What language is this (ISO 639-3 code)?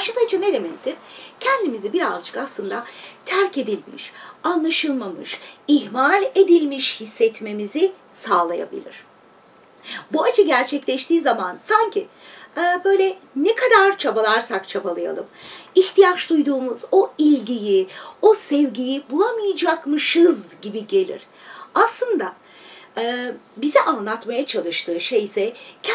tur